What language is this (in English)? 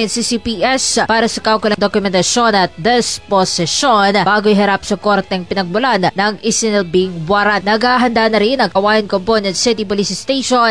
Filipino